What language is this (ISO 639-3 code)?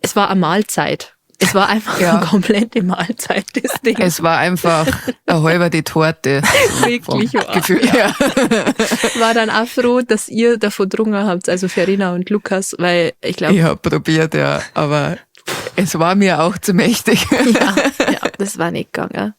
bar